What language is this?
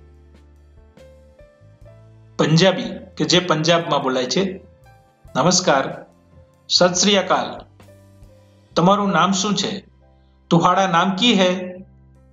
Gujarati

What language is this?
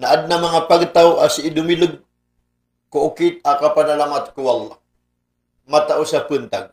Maranao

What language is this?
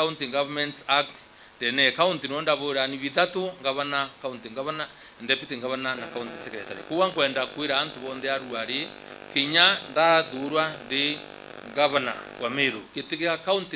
Meru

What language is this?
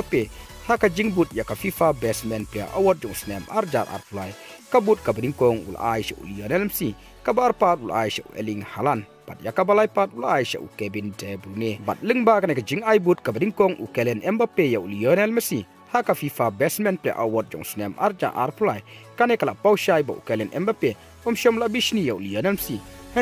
Khasi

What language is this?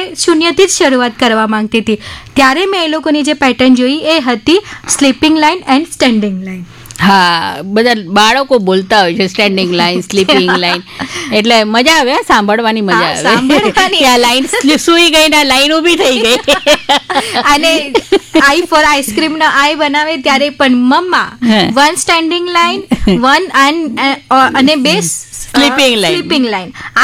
Gujarati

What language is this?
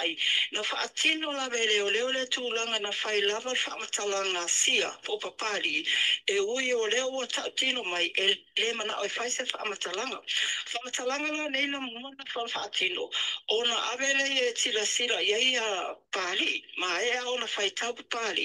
Samoan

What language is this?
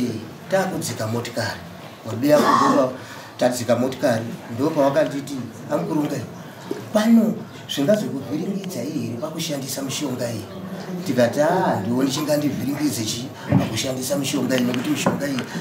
Shona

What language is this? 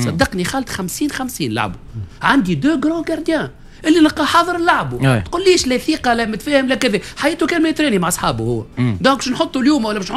Tunisian Arabic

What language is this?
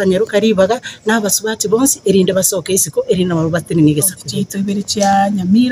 Gusii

